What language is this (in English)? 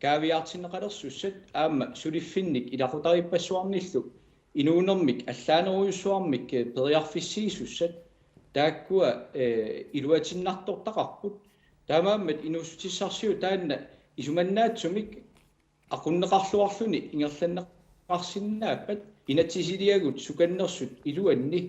Kalaallisut